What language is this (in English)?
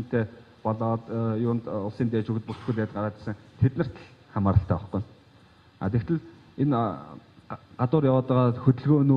Mongolian